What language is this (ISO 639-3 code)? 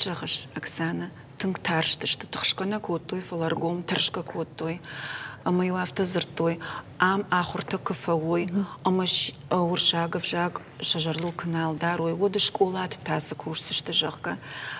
oss